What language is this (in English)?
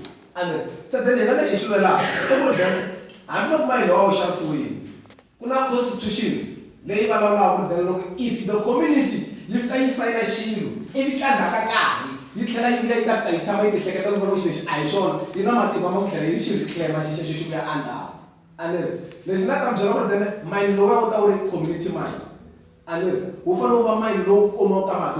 Tsonga